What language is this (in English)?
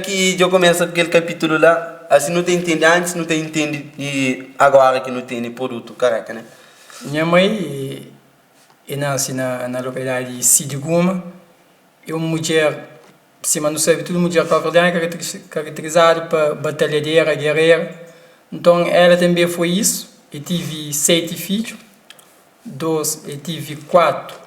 Kabuverdianu